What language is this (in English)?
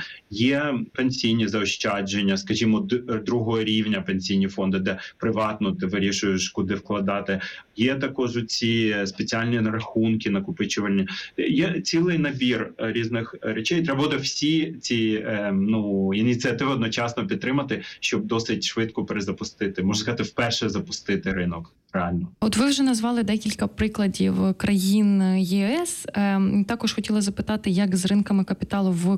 Ukrainian